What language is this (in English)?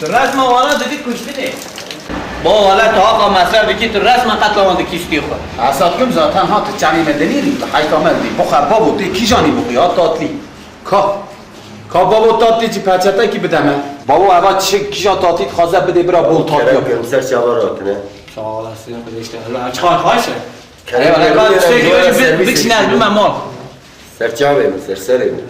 Kurdish